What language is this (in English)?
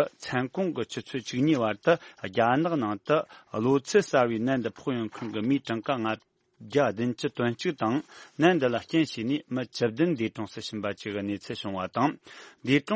Tibetan